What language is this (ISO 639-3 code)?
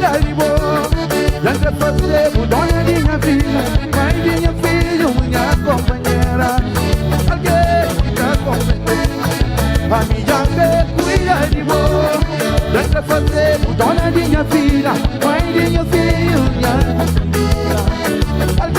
kea